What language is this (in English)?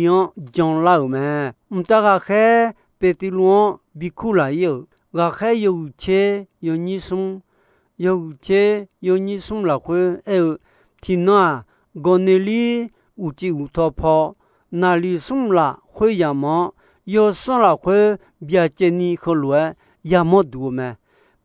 Akha